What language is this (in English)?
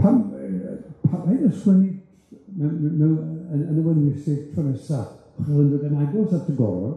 Welsh